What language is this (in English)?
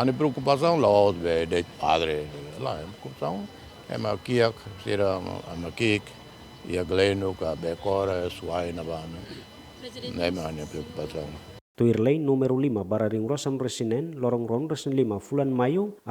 Tetum